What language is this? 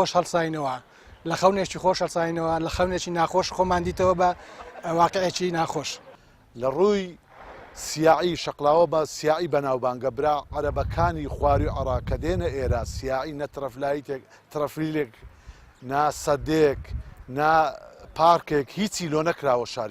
Central Kurdish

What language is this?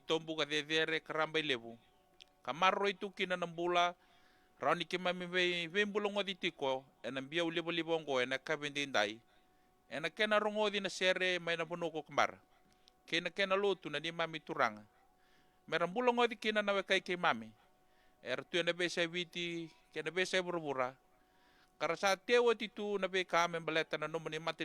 Fijian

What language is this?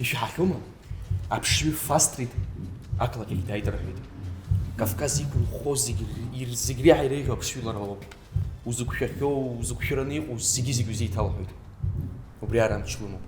Abkhazian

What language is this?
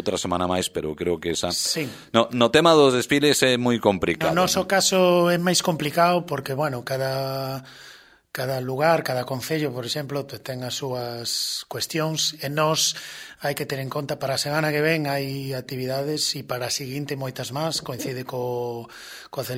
Galician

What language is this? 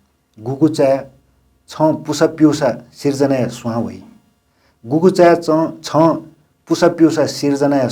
Newari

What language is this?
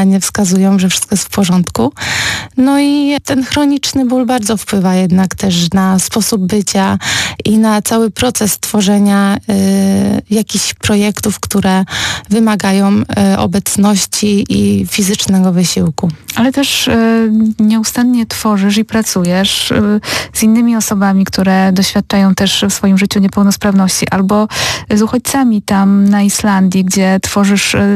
Polish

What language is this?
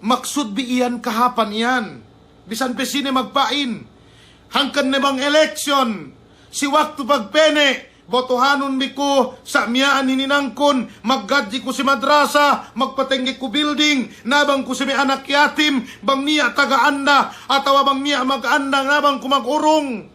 Yakan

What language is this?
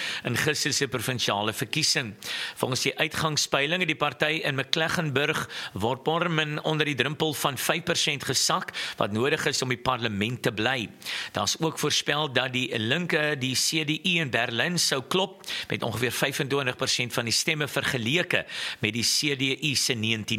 Afrikaans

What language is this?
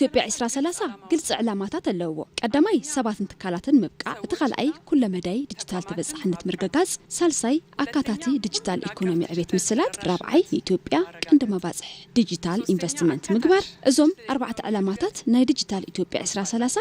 Tigrinya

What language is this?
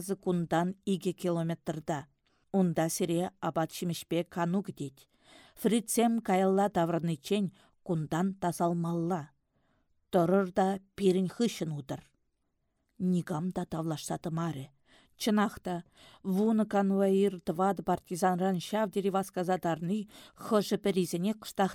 Chuvash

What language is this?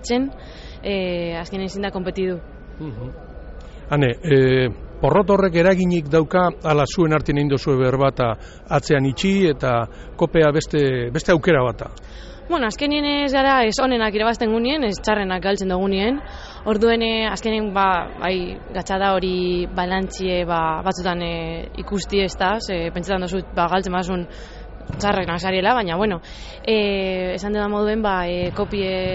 Basque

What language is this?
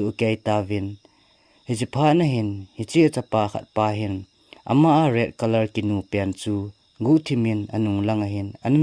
Thado Chin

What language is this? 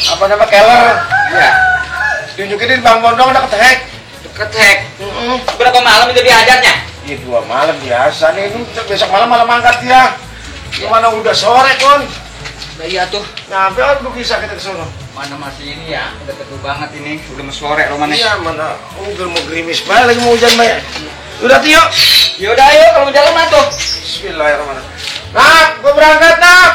Betawi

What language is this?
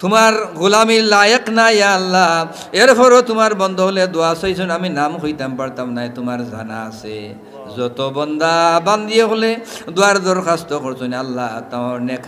Sylheti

